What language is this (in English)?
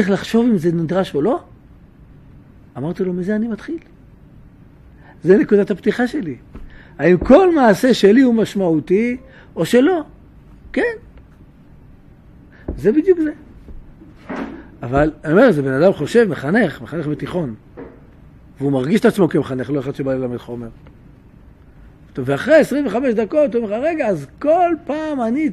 Hebrew